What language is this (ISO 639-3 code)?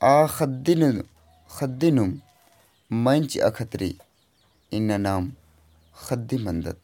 kru